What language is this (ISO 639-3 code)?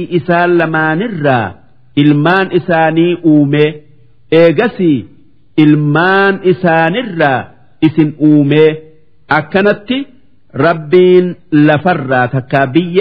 orm